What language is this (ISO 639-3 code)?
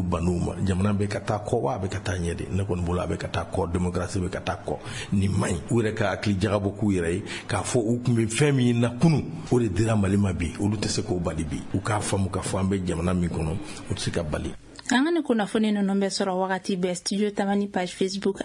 bam